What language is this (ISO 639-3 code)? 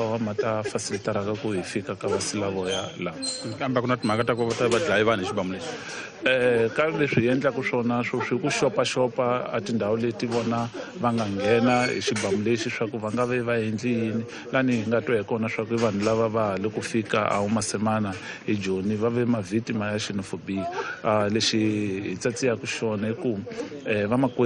tso